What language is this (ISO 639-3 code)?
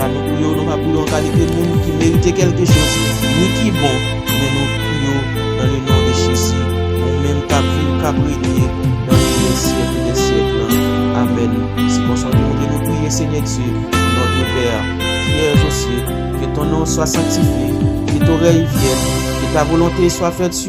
hat